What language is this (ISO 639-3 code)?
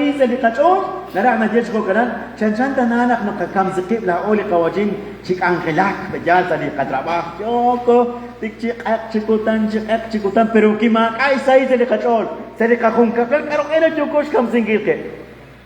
kek